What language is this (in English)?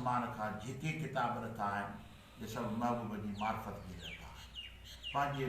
Sindhi